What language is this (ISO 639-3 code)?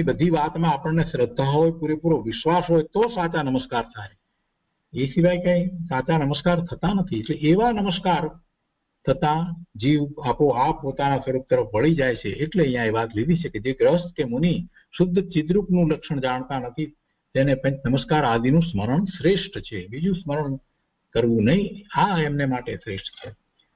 guj